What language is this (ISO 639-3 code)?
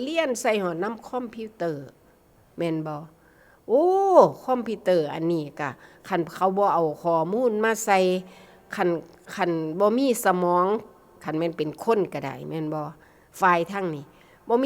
tts